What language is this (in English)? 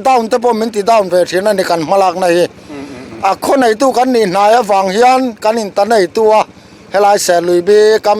Mizo